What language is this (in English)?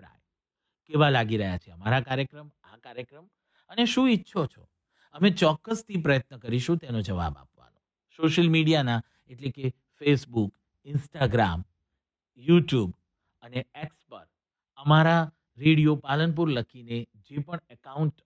Gujarati